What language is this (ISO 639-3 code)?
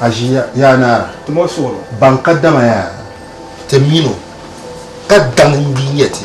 dag